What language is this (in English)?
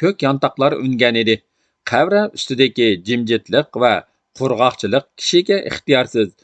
Uyghur